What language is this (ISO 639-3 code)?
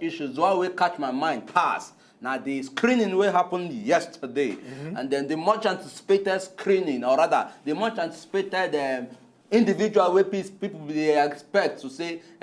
pcm